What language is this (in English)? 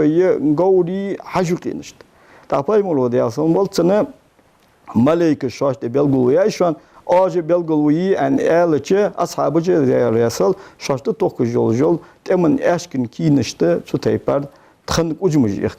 Ingush